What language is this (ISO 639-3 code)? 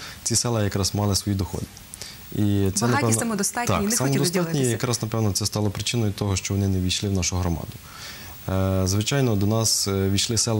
ukr